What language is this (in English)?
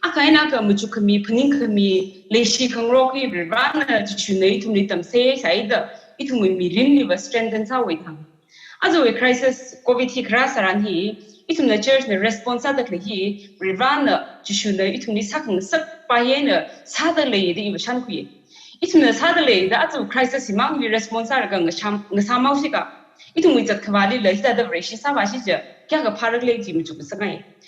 Tangkhul Naga (India)